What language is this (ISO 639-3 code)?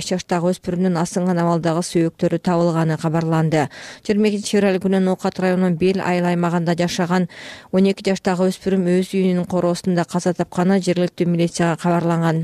kir